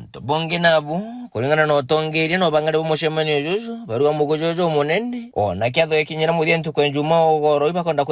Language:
Meru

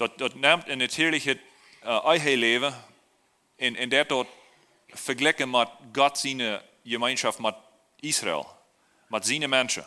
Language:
Plautdietsch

